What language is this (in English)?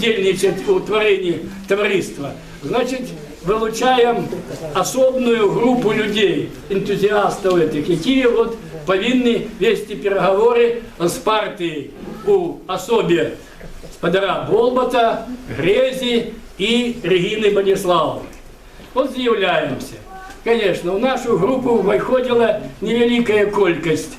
Belarusian